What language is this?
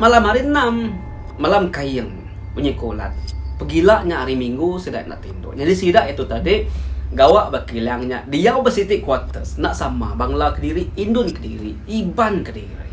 Iban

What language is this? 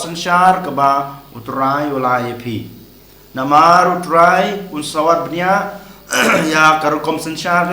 Khasi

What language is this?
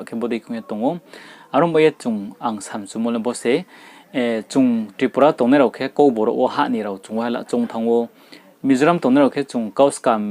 Riang (India)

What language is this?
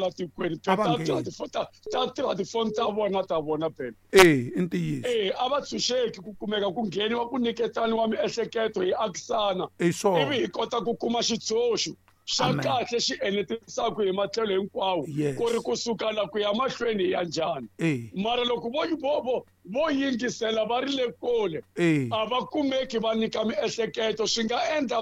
Tsonga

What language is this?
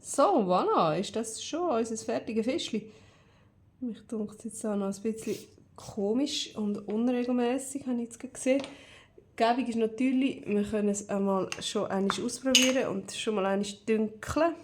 Swiss German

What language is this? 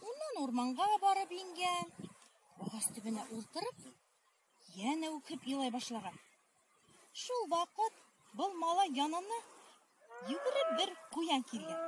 Bashkir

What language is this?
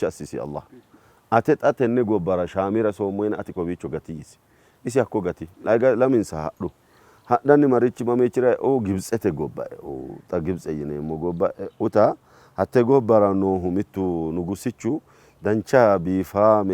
Sidamo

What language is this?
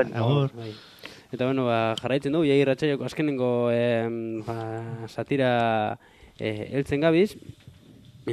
Basque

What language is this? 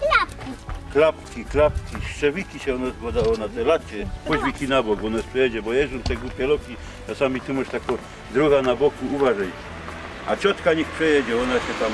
Silesian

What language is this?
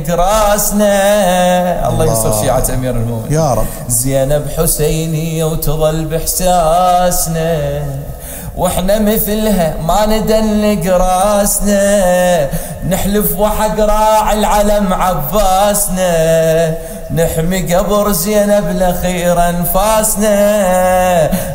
Mesopotamian Arabic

